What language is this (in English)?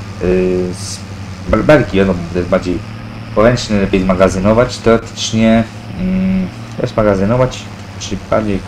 Polish